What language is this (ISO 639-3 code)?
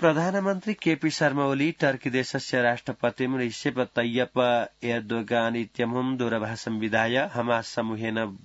san